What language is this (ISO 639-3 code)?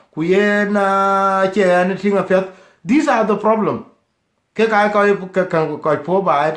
din